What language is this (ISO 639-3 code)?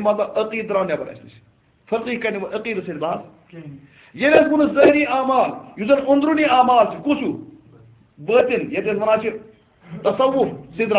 kas